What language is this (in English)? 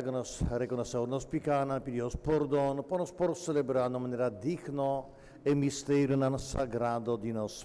Papiamento